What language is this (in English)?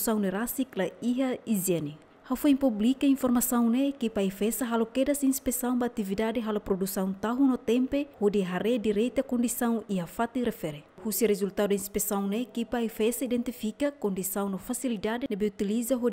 Tetum